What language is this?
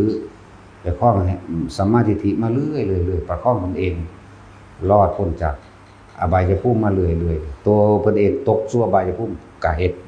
Northeastern Thai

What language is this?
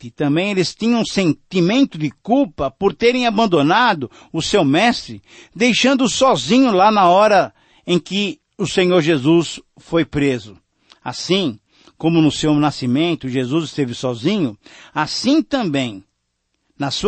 Portuguese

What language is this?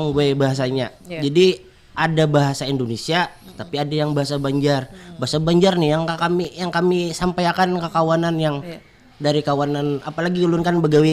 Banjar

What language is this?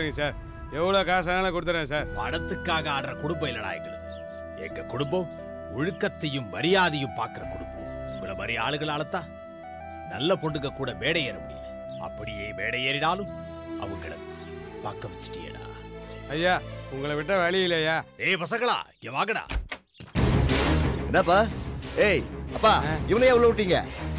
Tamil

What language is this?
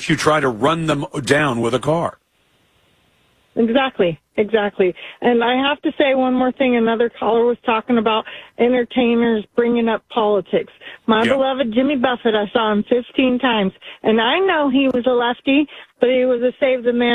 English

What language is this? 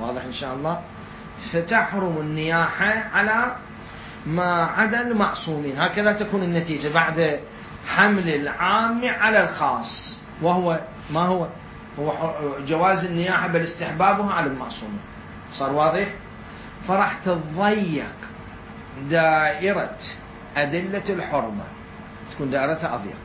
Mesopotamian Arabic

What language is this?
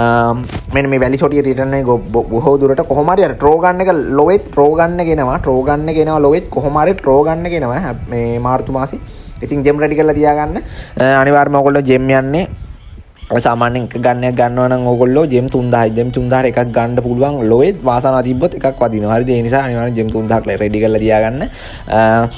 Sinhala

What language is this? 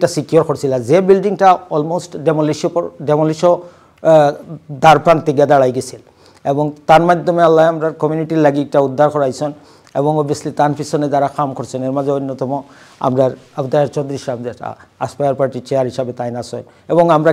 Sylheti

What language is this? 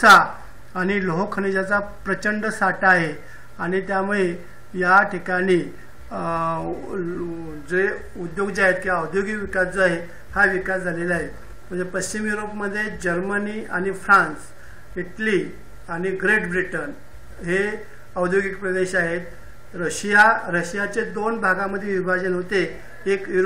Marathi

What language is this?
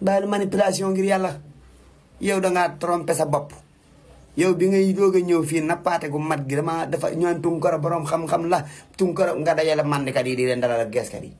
Wolof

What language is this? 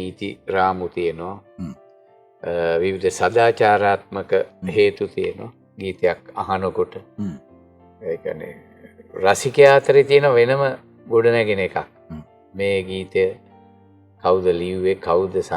Sinhala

